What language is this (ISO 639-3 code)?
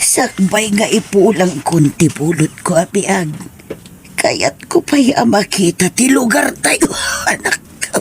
ilo